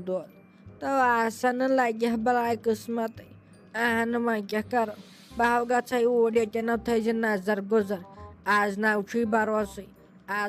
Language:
Kashmiri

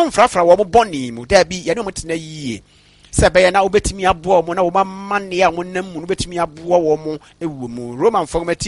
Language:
Akan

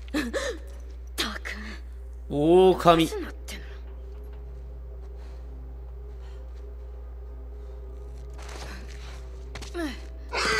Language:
Japanese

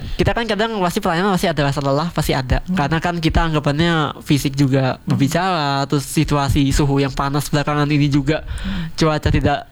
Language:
Indonesian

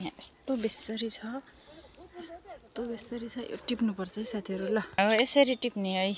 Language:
Nepali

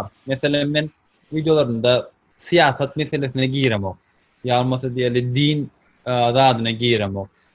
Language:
Turkmen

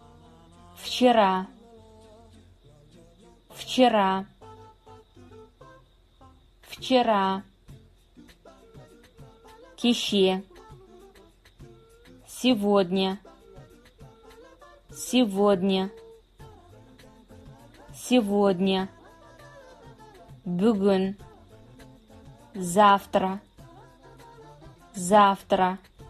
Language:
Kazakh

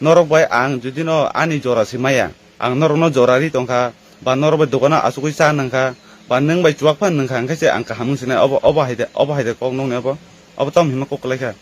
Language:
Kok Borok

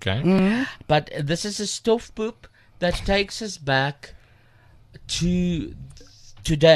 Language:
Afrikaans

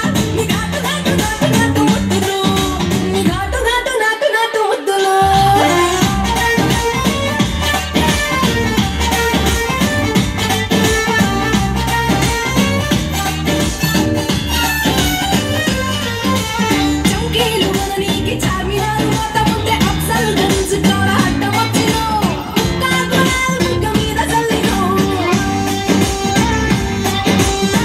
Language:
Telugu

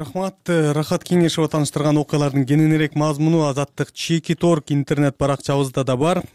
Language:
Kyrgyz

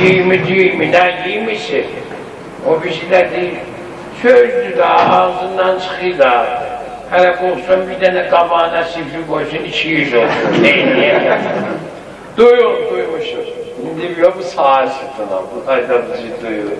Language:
South Azerbaijani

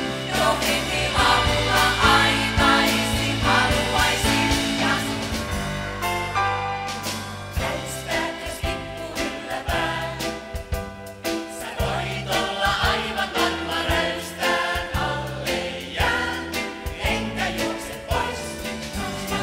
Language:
Finnish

